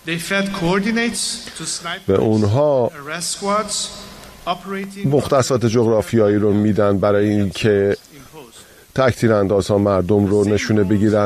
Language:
Persian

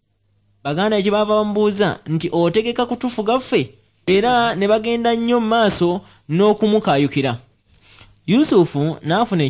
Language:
Ganda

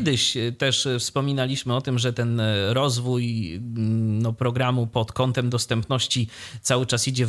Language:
Polish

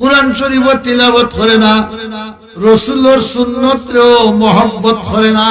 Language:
Sylheti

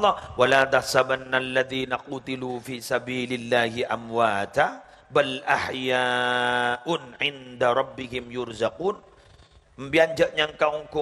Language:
Madurese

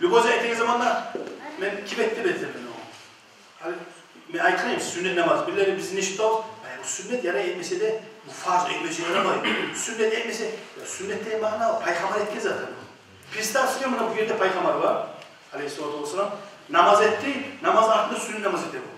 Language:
Kumyk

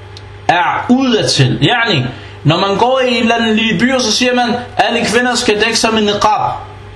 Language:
Danish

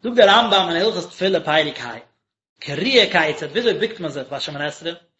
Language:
Yiddish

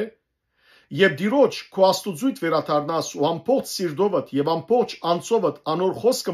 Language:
Western Armenian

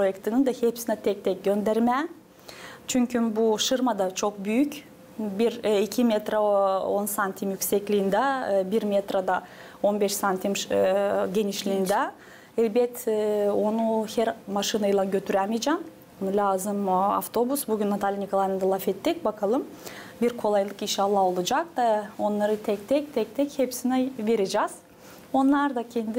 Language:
Gagauz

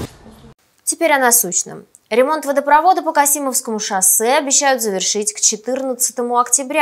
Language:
Russian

